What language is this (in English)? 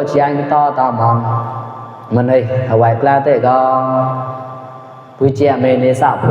Mon